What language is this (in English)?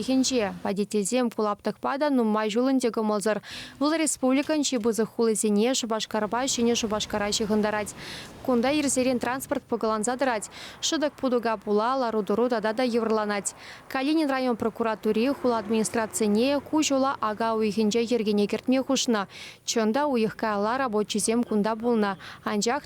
Chuvash